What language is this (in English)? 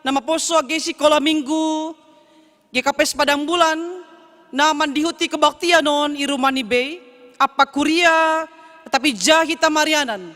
Batak Simalungun